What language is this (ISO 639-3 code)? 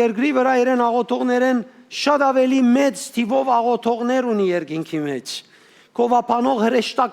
hyw